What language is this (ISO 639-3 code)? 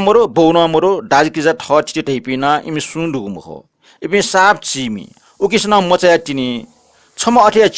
new